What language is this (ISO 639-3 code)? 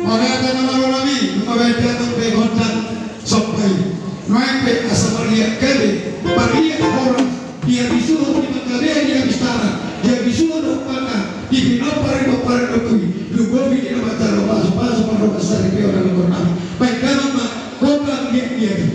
bbc